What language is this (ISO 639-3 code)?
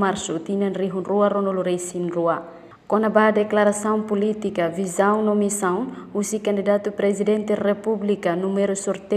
tet